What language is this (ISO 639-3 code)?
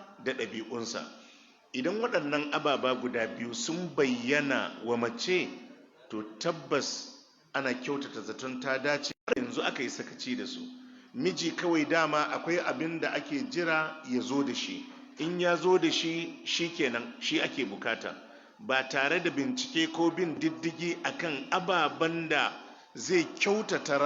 hau